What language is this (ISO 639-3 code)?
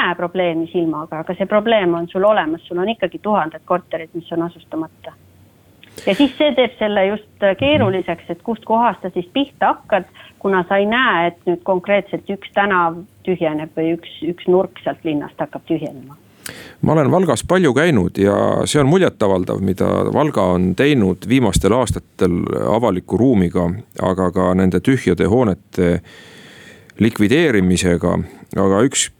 est